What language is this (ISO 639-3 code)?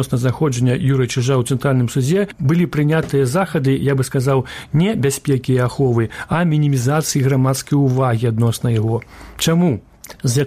bel